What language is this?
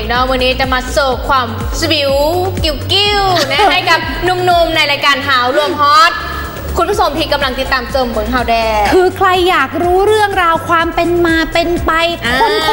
Thai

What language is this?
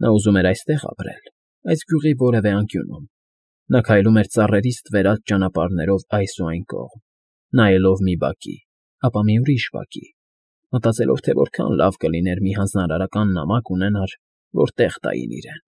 Armenian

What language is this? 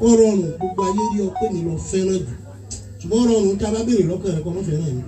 Yoruba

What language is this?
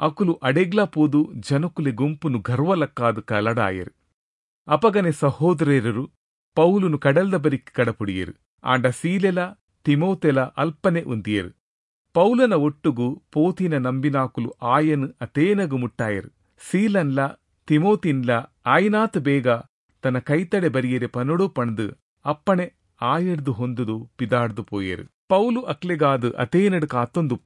Tulu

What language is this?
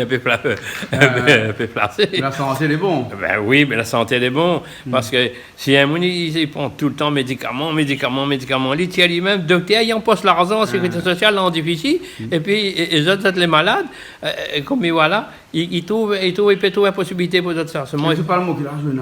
Réunion Creole French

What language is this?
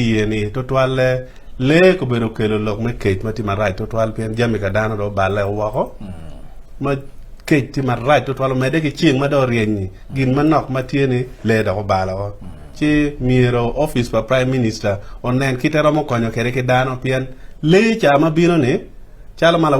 Acoli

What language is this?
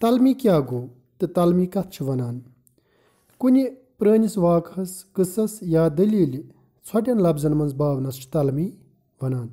Kashmiri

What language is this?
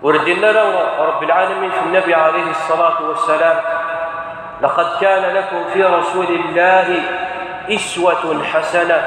Kabyle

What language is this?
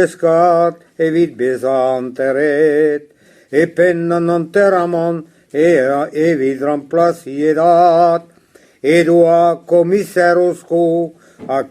Breton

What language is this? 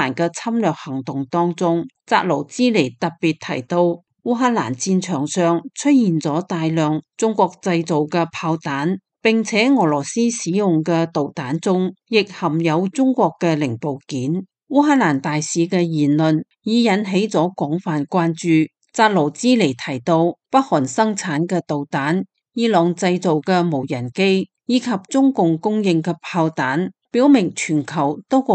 Cantonese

